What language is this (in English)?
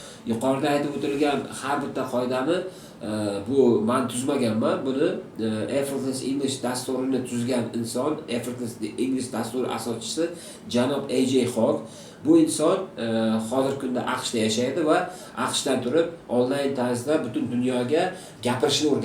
Uzbek